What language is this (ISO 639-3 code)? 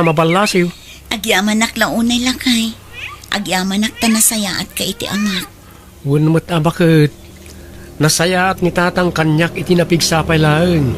ilo